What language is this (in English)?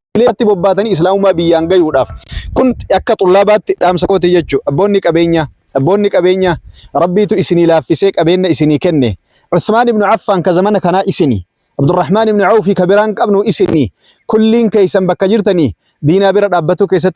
Oromo